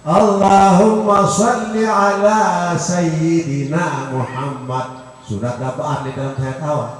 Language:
Sasak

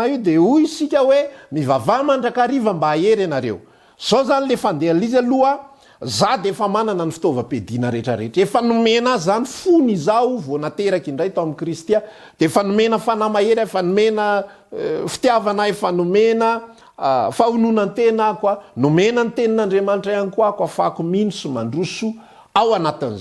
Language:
Malagasy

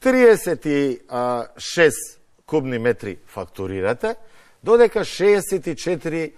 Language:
Macedonian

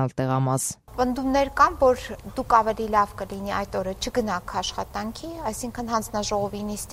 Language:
Armenian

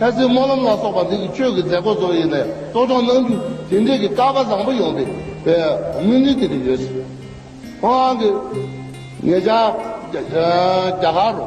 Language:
Tibetan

